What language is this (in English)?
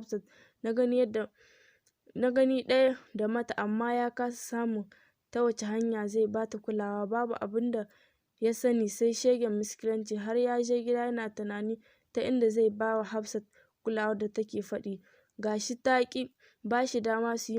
Hausa